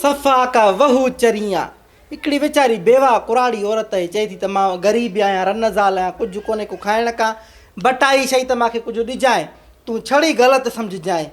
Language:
Sindhi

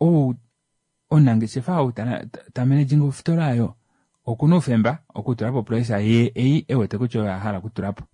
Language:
Kuanyama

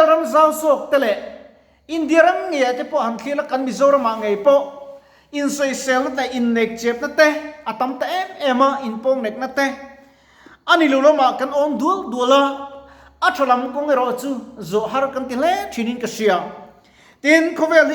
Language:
Mizo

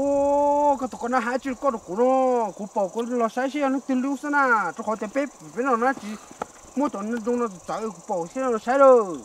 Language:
Hmong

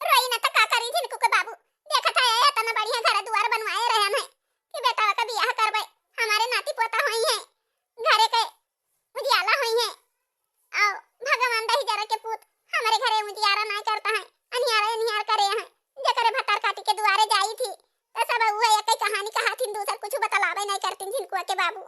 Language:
Awadhi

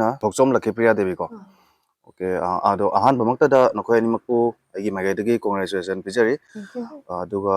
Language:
Manipuri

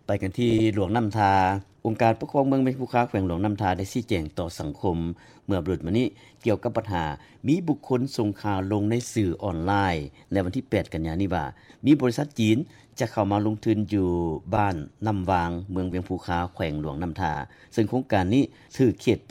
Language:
Lao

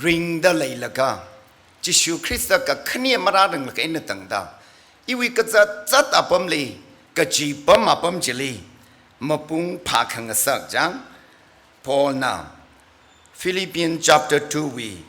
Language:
Tangkhul Naga (India)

